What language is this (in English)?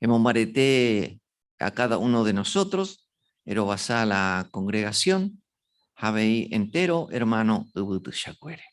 Guarani